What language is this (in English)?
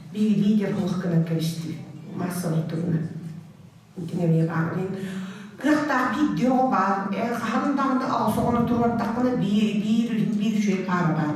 Yakut